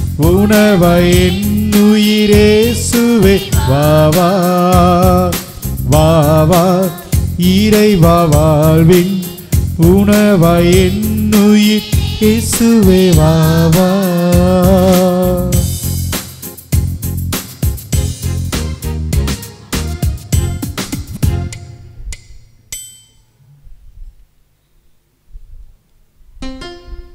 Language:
Tamil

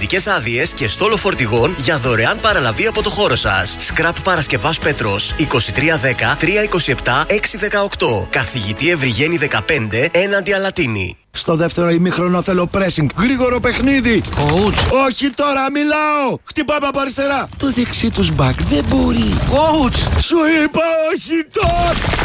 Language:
Greek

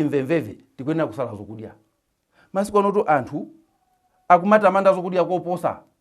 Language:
Nyanja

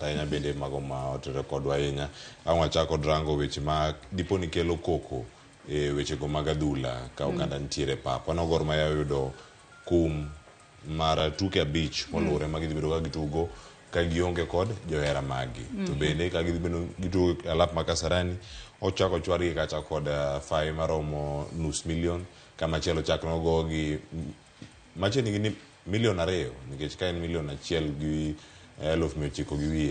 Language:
Luo (Kenya and Tanzania)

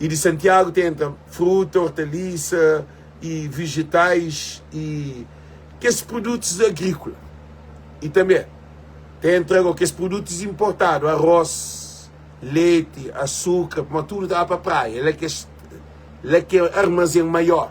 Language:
Kabuverdianu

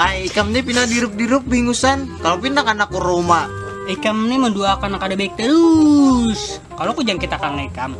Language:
Banjar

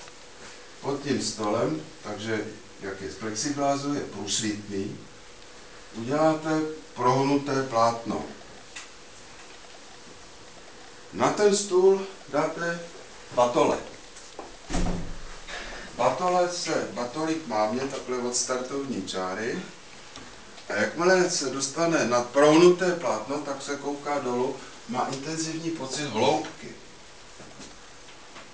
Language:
Czech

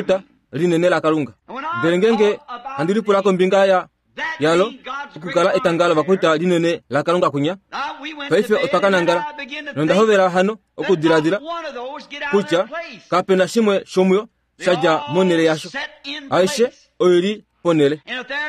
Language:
Kuanyama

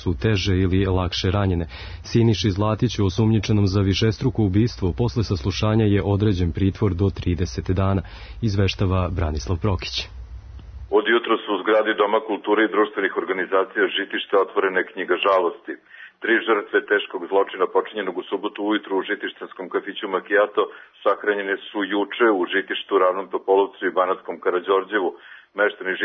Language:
Serbian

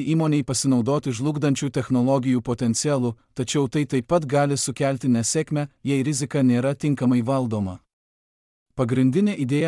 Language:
Lithuanian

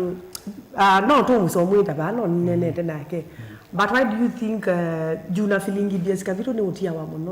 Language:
Kamba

